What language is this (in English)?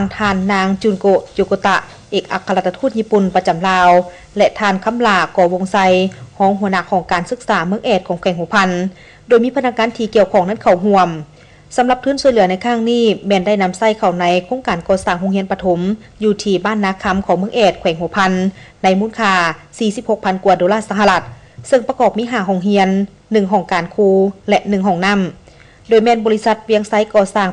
Lao